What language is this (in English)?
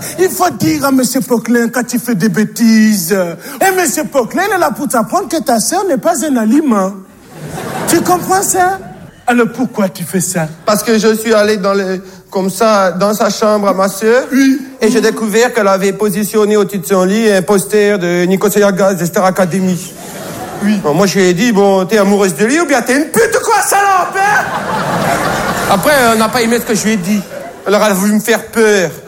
French